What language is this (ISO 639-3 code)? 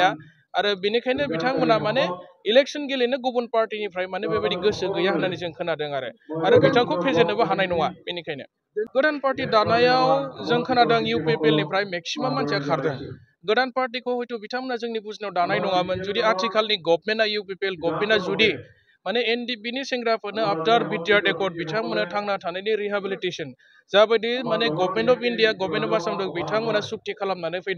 brx